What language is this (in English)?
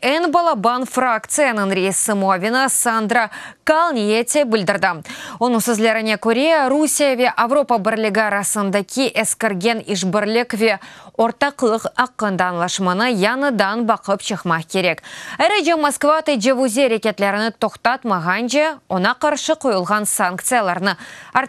Crimean Tatar